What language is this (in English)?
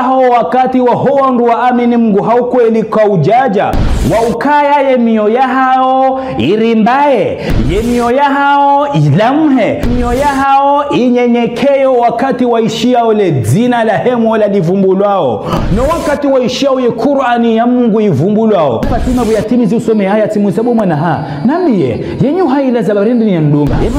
Ngazidja Comorian